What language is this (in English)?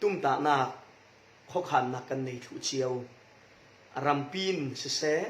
Falam Chin